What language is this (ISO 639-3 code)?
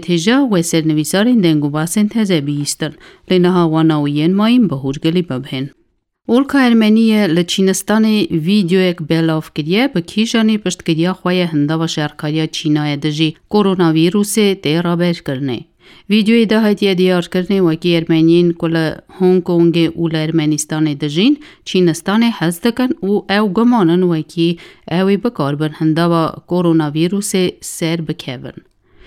kur